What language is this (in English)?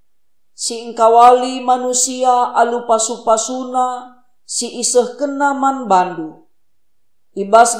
Batak Karo